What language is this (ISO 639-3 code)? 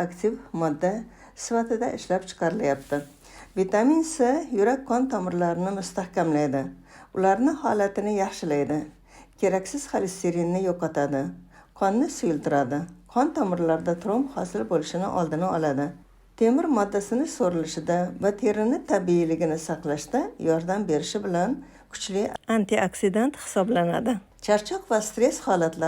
uzb